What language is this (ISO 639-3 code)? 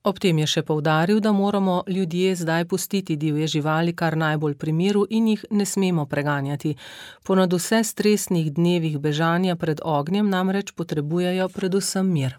slv